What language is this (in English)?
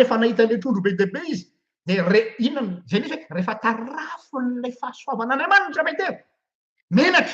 Malagasy